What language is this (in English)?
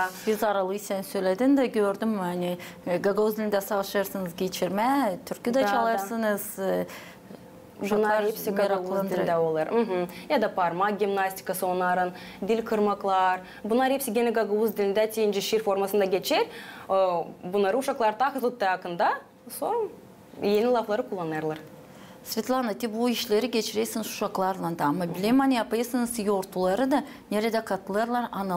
Gagauz